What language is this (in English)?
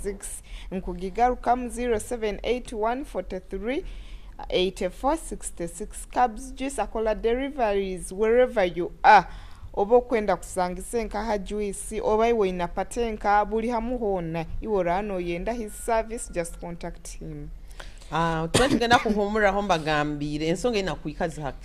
Nyoro